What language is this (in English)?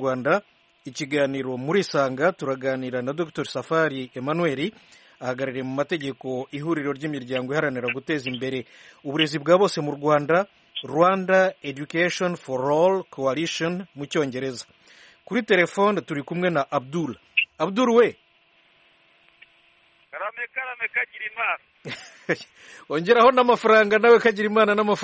Kinyarwanda